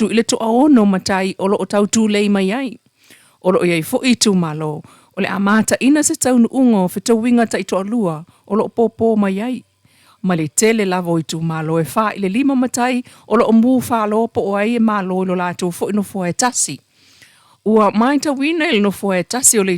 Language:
Samoan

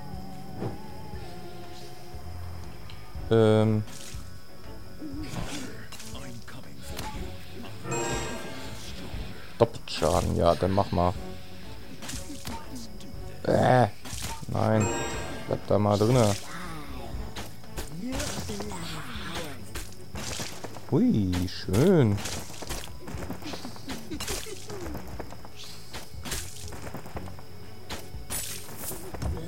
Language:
German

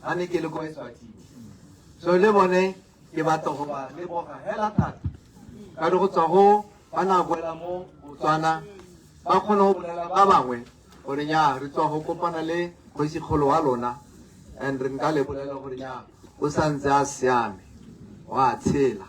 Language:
Tswana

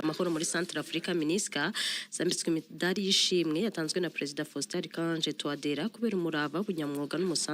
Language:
Kinyarwanda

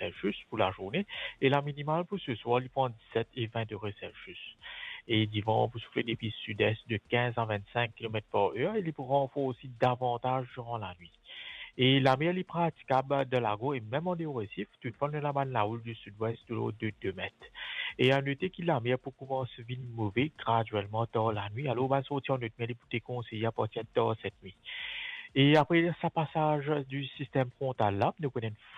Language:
Morisyen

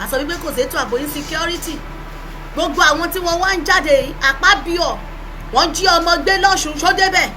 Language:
Yoruba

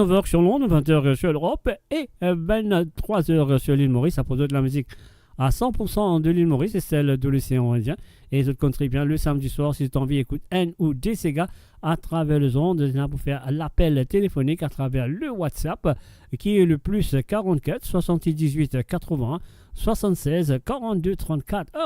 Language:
Morisyen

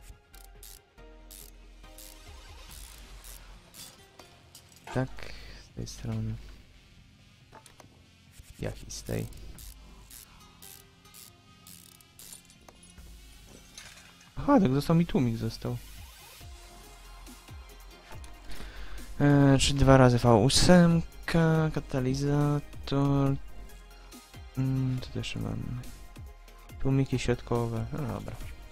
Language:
Polish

